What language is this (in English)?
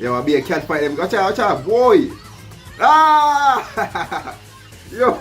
Jamaican Creole English